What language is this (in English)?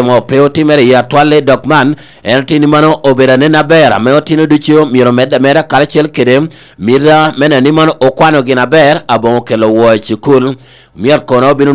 Lango (Uganda)